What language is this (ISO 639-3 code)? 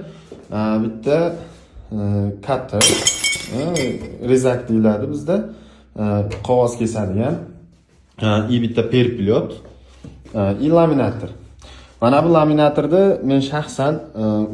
uzb